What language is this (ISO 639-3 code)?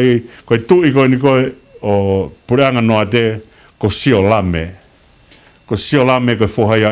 ton